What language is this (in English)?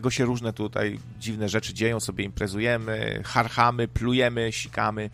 Polish